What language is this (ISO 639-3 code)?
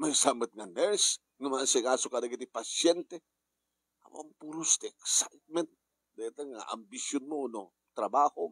ilo